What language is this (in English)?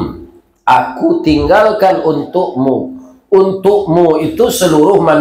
Minangkabau